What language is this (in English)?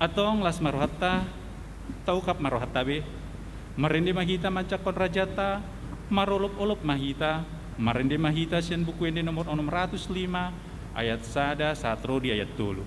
Batak Toba